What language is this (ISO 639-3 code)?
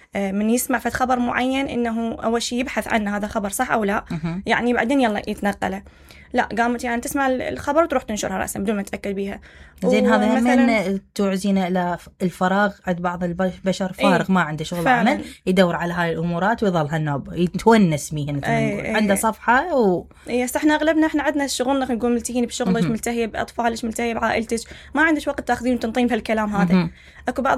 acm